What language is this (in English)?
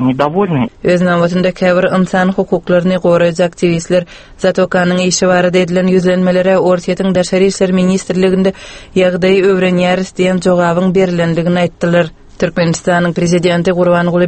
Turkmen